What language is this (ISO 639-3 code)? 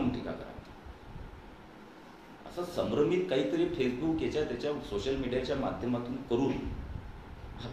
mar